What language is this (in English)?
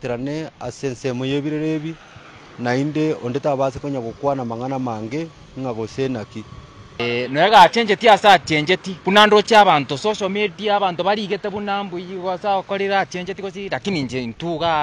Gusii